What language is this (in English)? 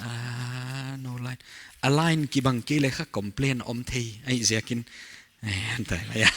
Paite Chin